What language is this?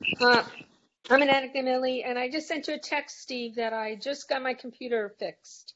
English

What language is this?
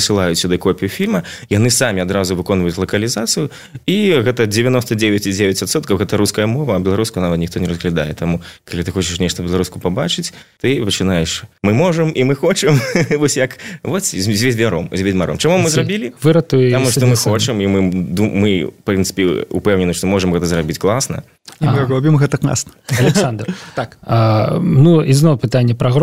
Belarusian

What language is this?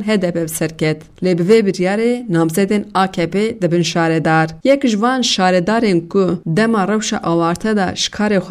Kurdish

